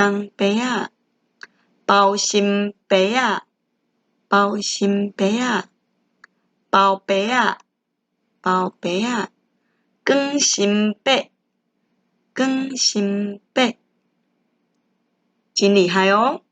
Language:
Min Nan Chinese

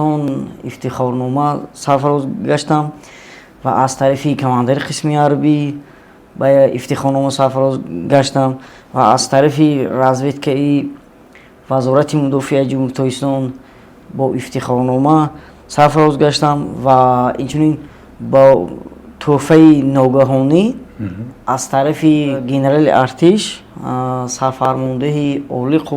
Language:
Tajik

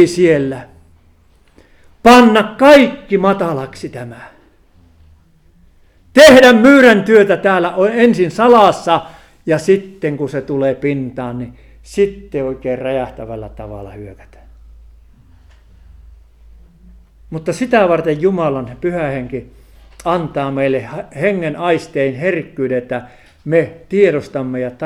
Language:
Finnish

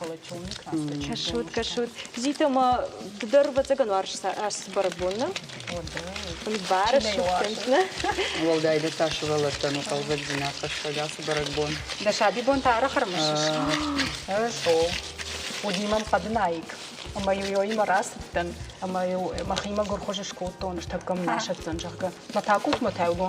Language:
Ossetic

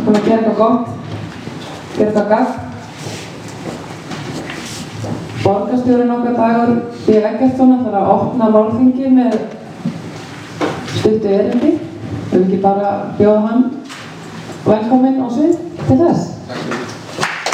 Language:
Icelandic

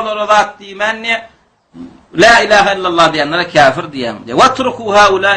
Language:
Turkmen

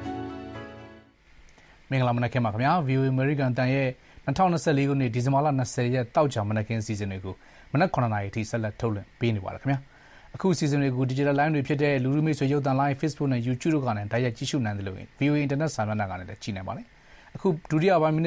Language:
Burmese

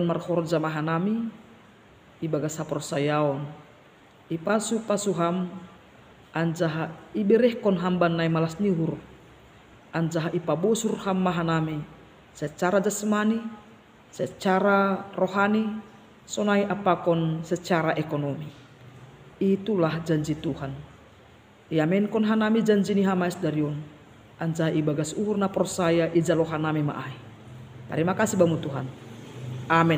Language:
Batak Simalungun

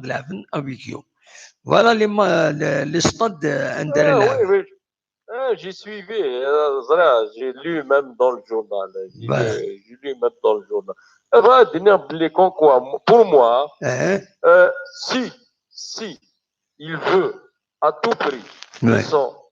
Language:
Kabyle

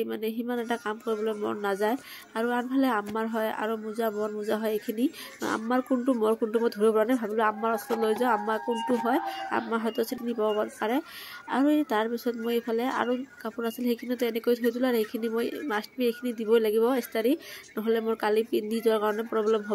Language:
Assamese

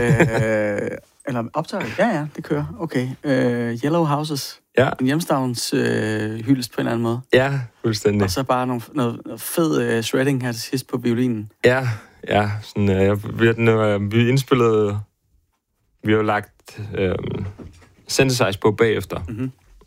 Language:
Danish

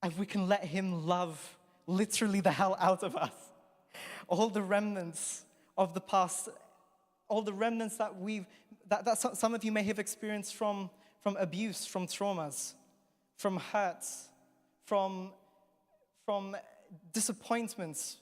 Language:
English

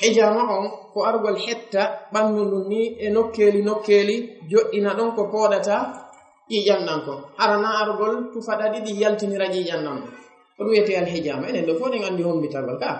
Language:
Fula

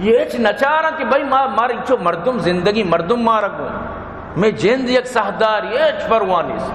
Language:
Baluchi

